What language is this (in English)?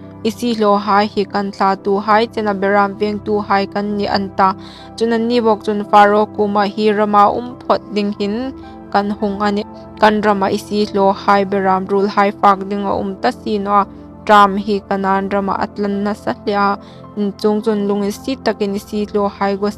Hmar